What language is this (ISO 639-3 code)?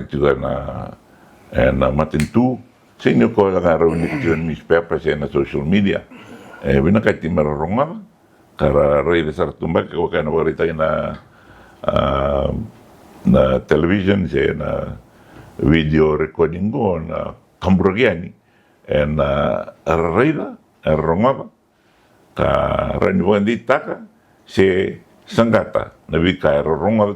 fij